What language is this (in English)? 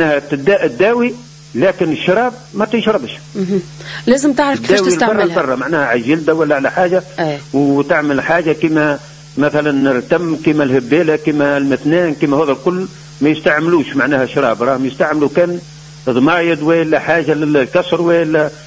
Tunisian Arabic